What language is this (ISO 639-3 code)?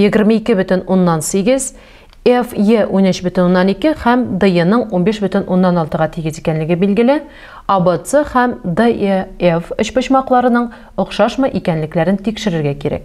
tat